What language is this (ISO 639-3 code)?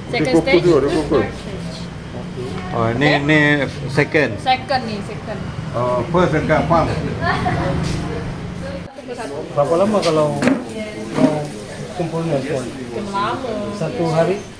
msa